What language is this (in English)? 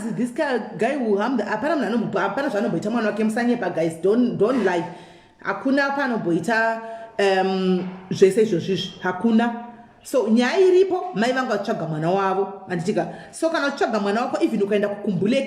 Shona